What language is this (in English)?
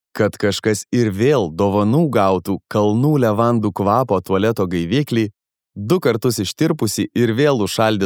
Lithuanian